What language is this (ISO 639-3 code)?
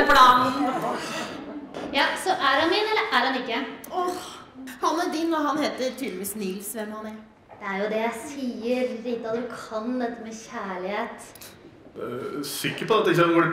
nor